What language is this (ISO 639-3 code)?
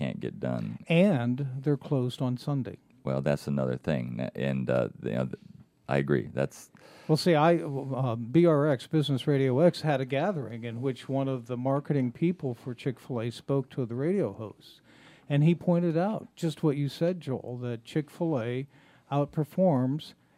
eng